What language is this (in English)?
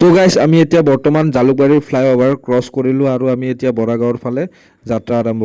Assamese